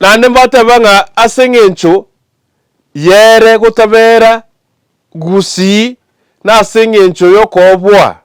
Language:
Gusii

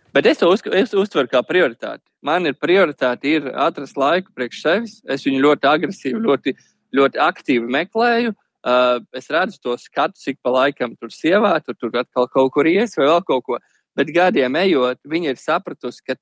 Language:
Latvian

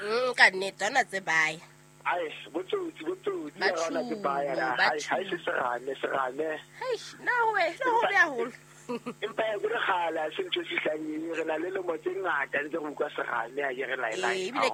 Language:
Southern Sotho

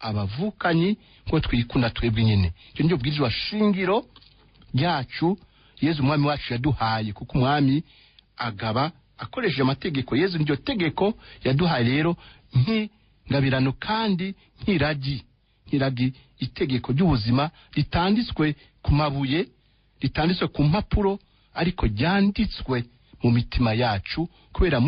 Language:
Rundi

